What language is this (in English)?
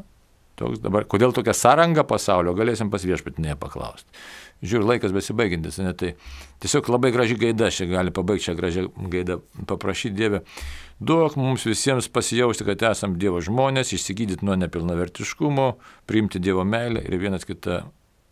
Lithuanian